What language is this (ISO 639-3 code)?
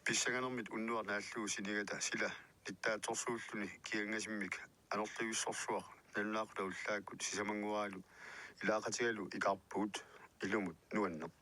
kal